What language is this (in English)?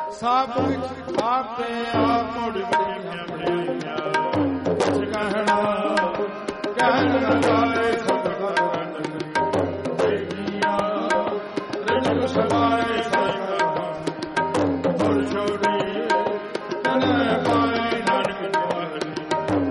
Punjabi